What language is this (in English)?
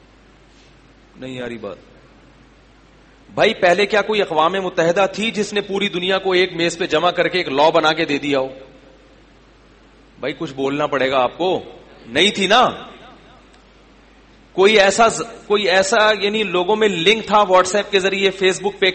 Urdu